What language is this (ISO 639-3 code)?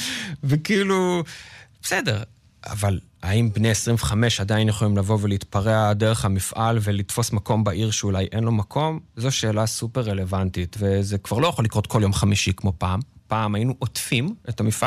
heb